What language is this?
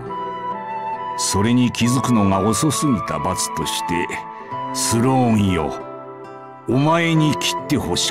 Japanese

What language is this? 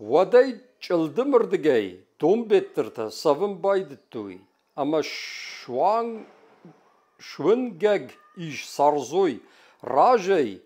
Ossetic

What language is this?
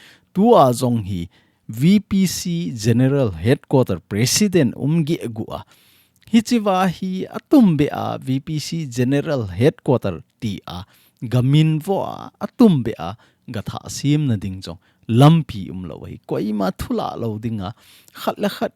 Thado Chin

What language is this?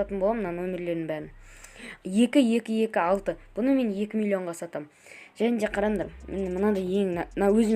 Kazakh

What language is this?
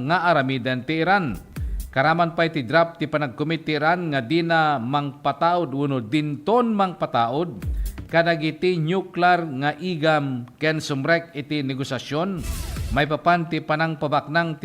Iloko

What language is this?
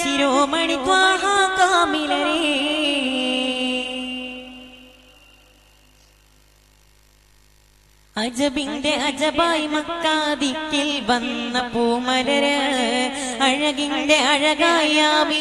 Malayalam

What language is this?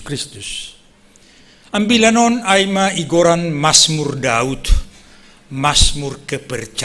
Batak Simalungun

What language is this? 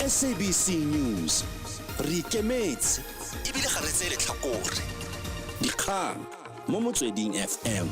Tswana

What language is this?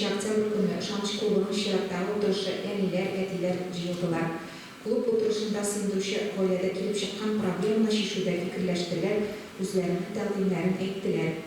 Tatar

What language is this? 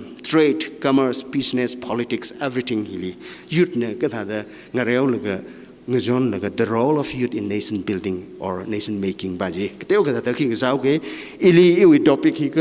Tangkhul Naga (India)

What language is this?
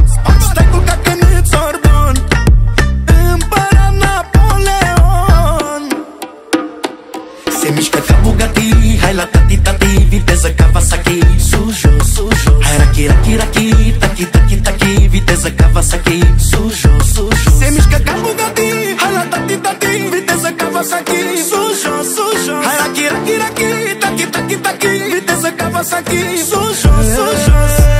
Romanian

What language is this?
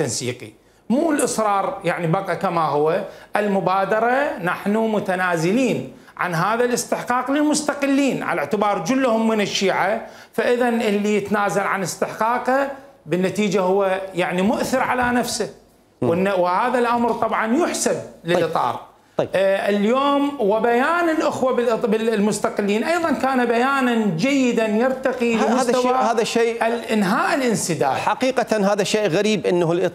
Mesopotamian Arabic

